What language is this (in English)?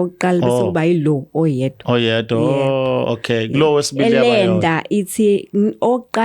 Zulu